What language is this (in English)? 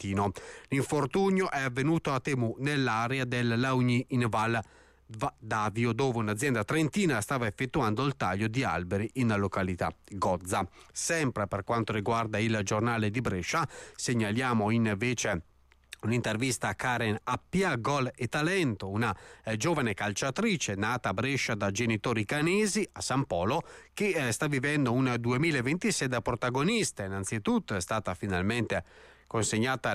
Italian